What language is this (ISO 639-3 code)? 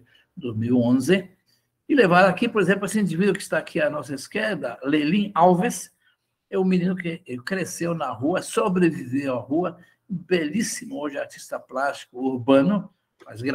por